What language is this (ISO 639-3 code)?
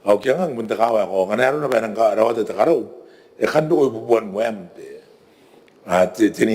gil